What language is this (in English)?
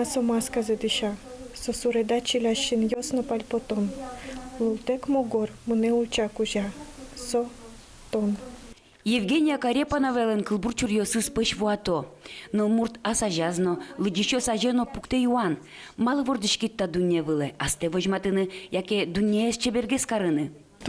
Udmurt